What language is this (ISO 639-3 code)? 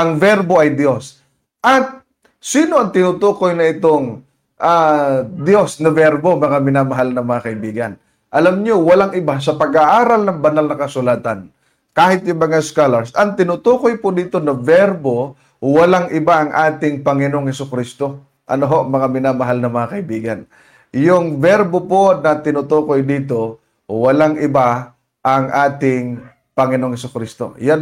fil